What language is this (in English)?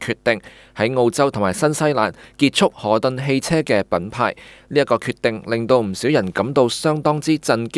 Cantonese